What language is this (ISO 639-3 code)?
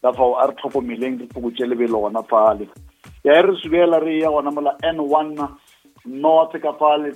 nso